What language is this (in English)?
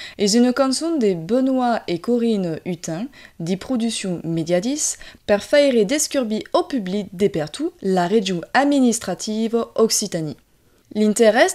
Occitan